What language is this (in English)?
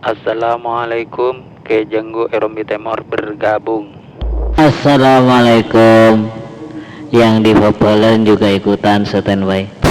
Madurese